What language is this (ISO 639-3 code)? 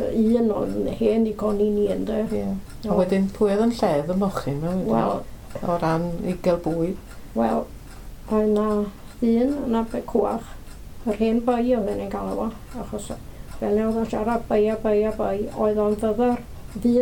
cym